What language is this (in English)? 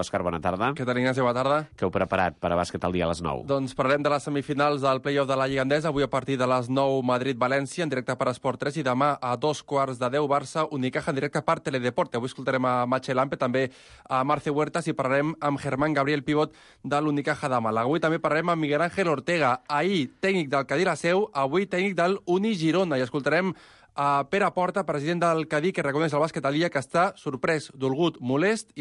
Catalan